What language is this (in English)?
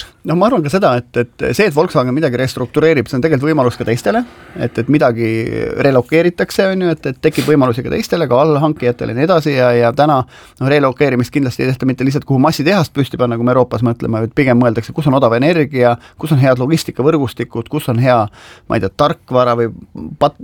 Estonian